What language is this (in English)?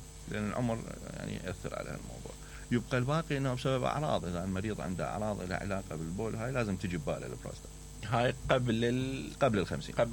Mesopotamian Arabic